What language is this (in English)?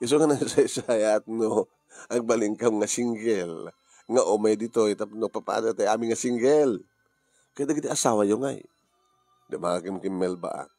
Iloko